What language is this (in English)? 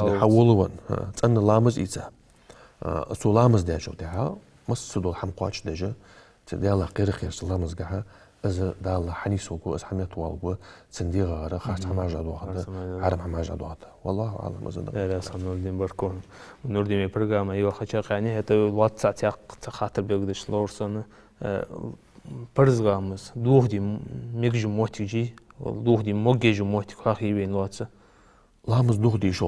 Ingush